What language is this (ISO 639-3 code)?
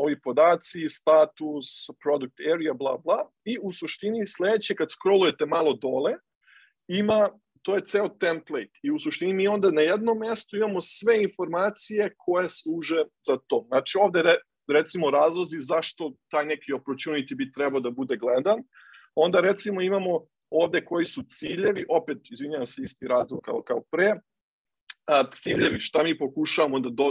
srp